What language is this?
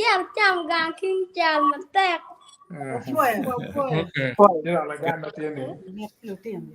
Acoli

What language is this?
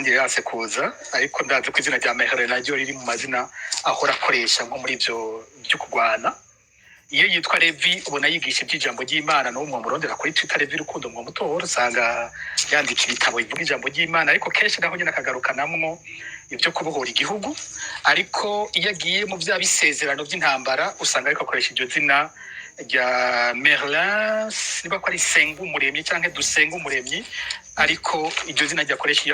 Rundi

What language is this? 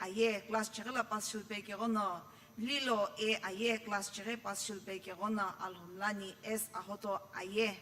Sumi Naga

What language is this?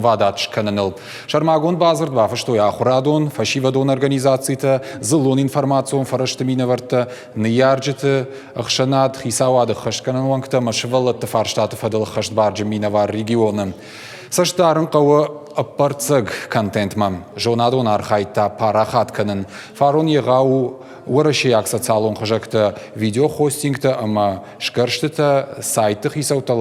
Ossetic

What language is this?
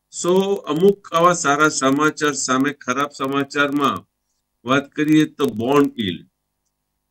Gujarati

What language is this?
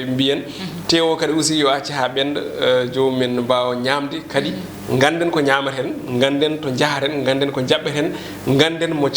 Fula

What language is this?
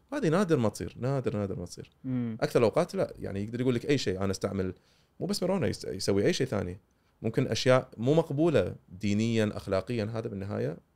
Gulf Arabic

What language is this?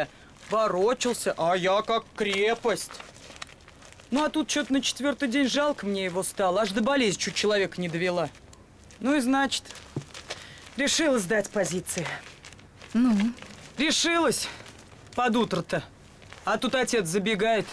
Russian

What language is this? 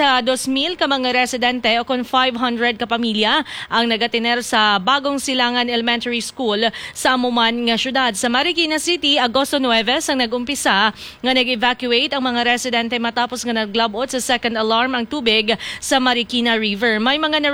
Hiligaynon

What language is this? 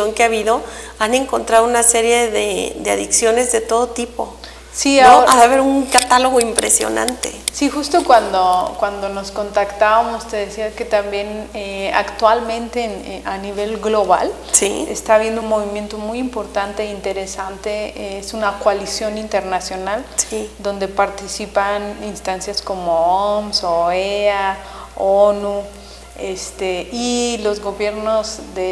Spanish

